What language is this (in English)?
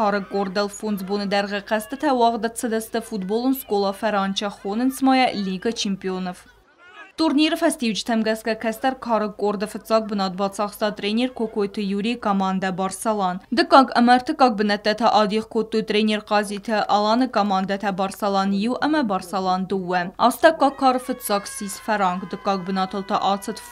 Ossetic